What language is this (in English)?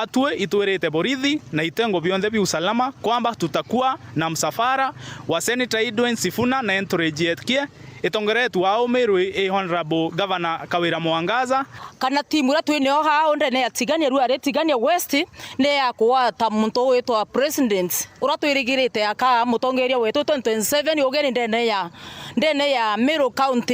Meru